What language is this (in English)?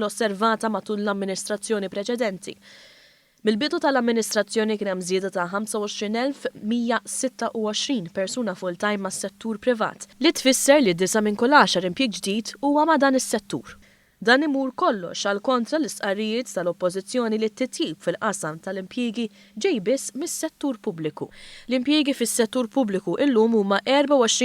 Maltese